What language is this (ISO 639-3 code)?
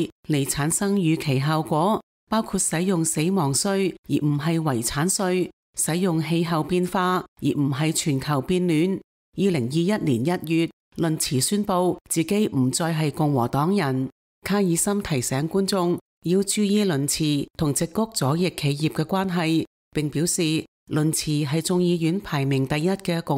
yue